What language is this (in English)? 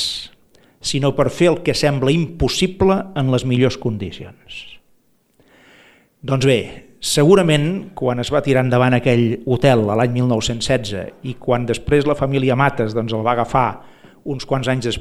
Catalan